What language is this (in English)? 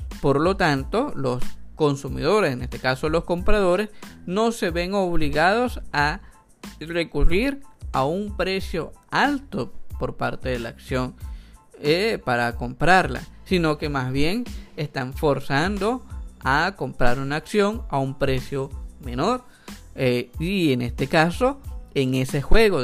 Spanish